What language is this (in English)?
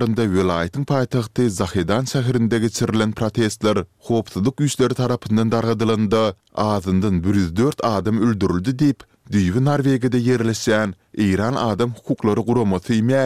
Turkmen